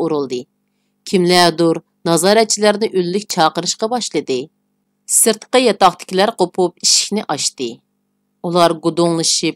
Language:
Uyghur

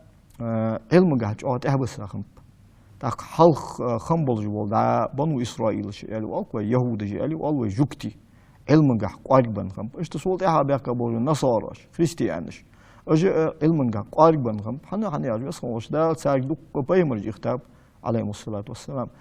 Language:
Ingush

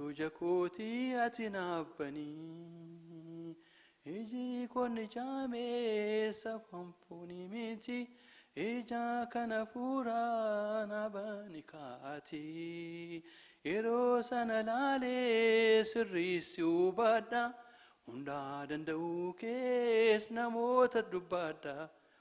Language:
Oromo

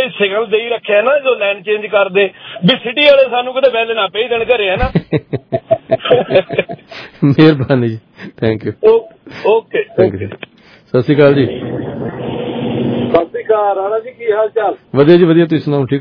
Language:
Punjabi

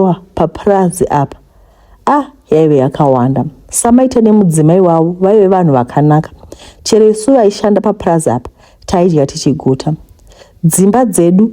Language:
Shona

